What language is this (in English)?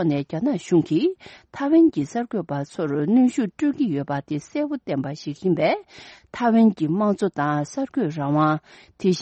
Tibetan